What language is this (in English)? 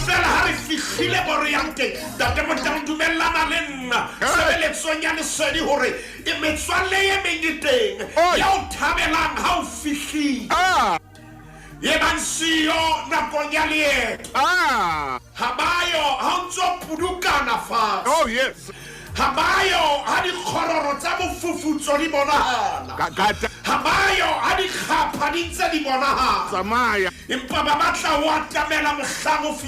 Southern Sotho